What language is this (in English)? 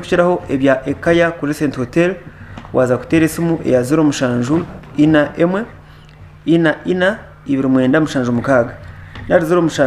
Nyankole